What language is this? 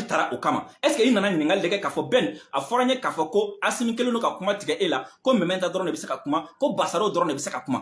Bambara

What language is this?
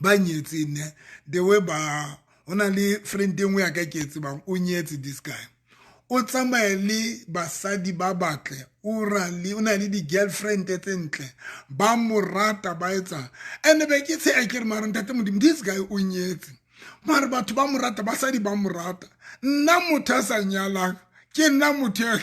Southern Sotho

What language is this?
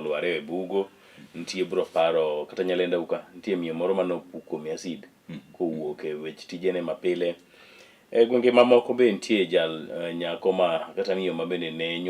Luo (Kenya and Tanzania)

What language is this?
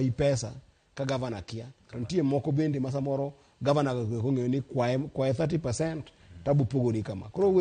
Luo (Kenya and Tanzania)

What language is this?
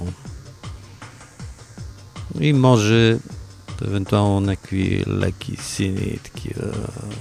Bulgarian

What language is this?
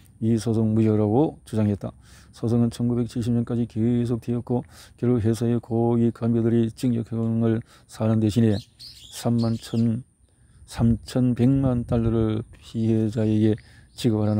Korean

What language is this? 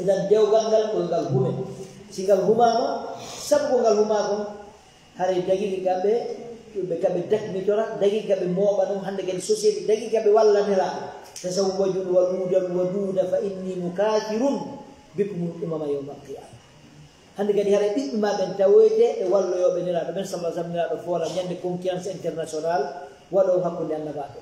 Fula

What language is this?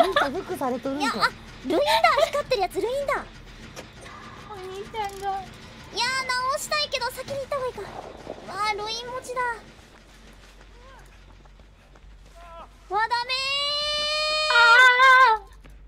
Japanese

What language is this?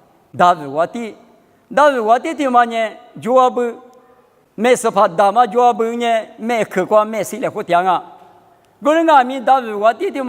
Lisu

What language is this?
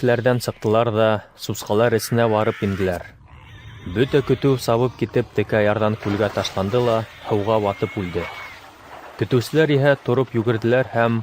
Bashkir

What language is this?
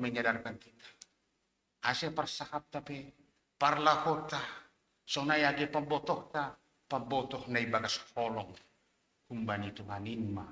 Batak Simalungun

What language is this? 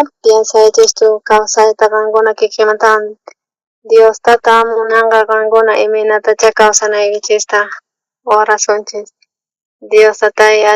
South Bolivian Quechua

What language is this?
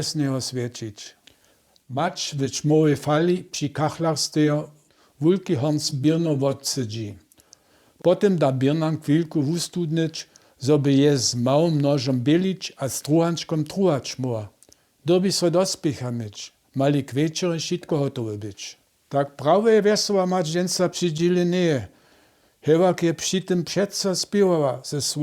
Upper Sorbian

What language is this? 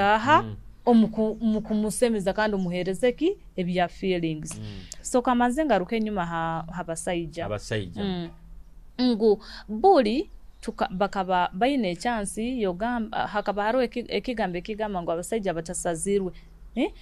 Nyoro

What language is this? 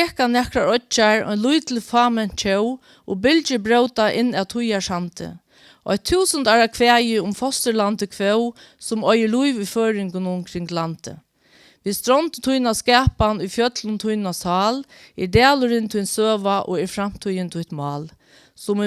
Faroese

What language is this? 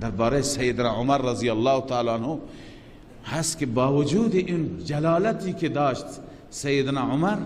Persian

